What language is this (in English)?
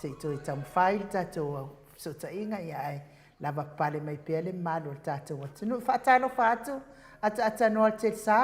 Samoan